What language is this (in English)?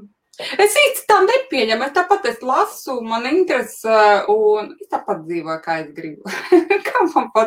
Latvian